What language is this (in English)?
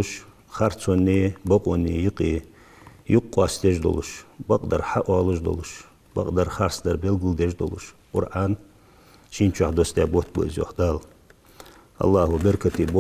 Ingush